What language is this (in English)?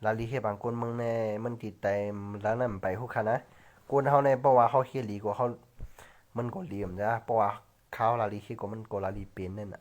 Shan